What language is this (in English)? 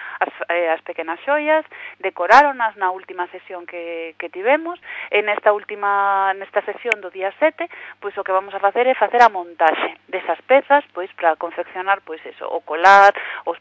Galician